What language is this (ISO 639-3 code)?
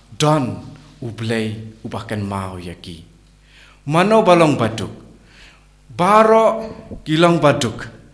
kha